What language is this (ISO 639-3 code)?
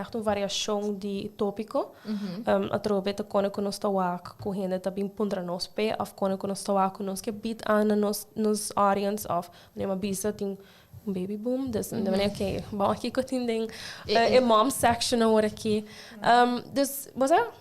pap